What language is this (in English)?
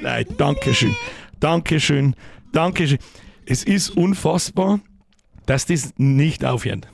Bavarian